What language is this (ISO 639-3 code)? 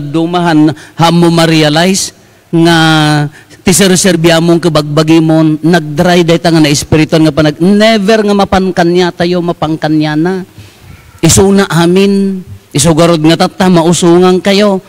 ilo